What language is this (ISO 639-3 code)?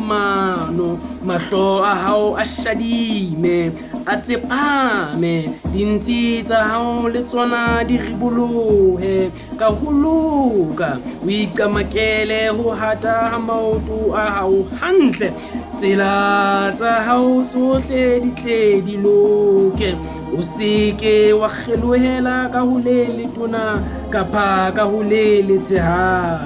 sot